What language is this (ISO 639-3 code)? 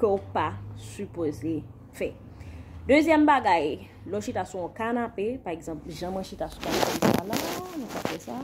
hat